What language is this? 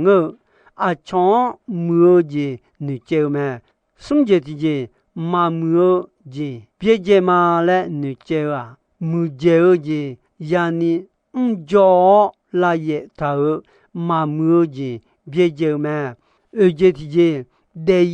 Akha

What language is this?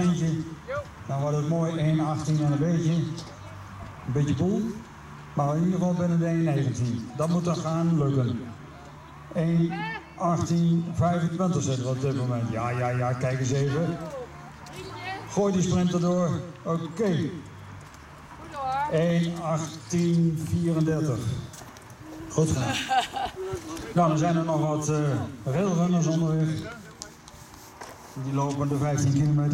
Dutch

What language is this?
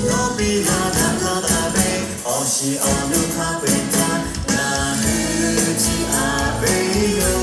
Lahu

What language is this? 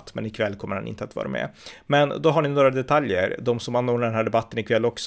Swedish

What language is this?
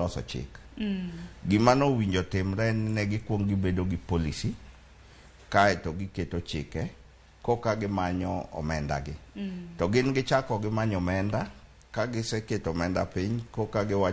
Luo (Kenya and Tanzania)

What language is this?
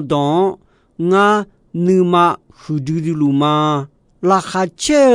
Akha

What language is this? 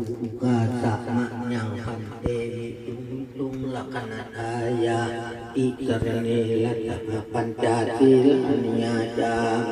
Pali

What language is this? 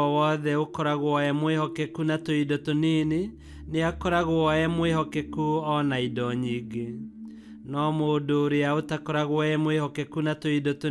Kikuyu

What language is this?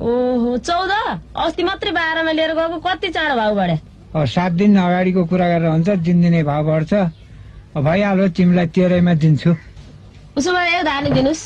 Nepali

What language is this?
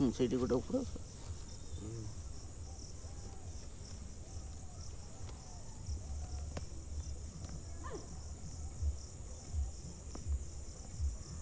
Odia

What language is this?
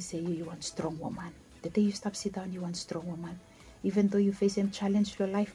Bislama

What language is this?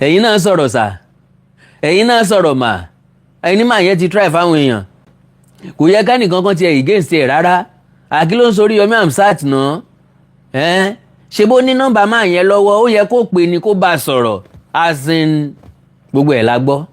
Yoruba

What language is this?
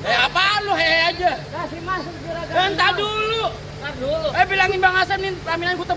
Betawi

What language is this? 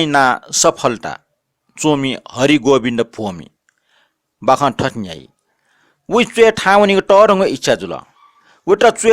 Newari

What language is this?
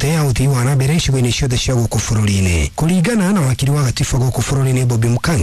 Kikuyu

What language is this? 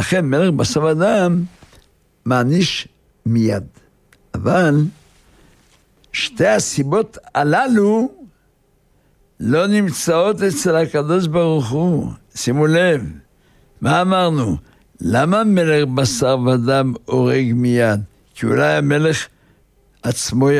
Hebrew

